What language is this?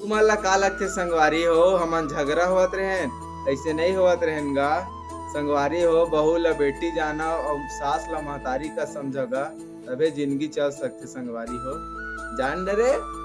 Chhattisgarhi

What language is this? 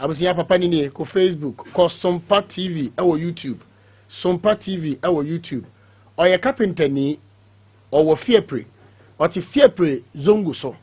Akan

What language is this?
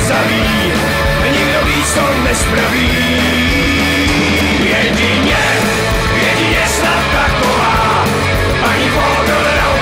Czech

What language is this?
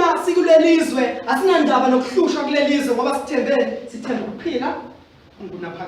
Zulu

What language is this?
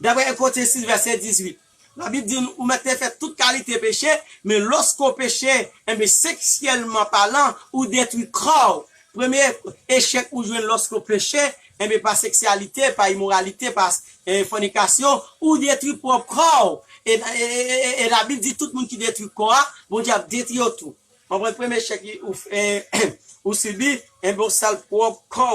Haitian Creole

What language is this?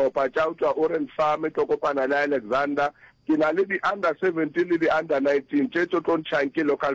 Northern Sotho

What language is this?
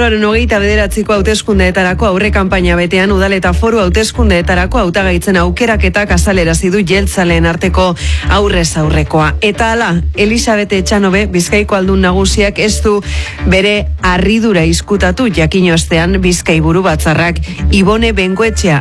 Basque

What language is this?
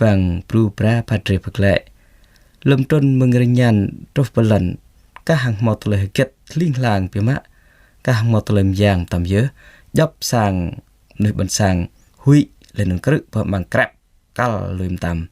Jarai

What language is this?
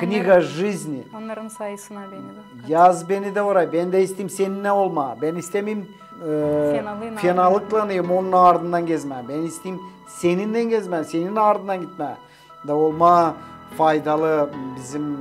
Gagauz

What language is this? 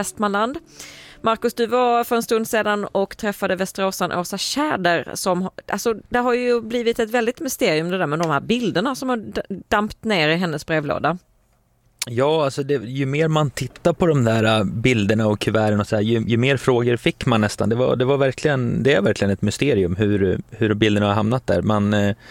Swedish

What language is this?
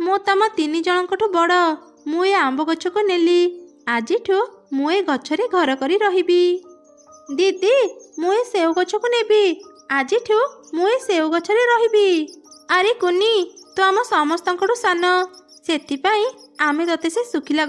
Odia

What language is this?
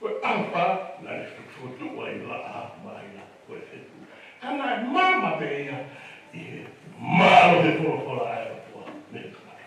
Tongan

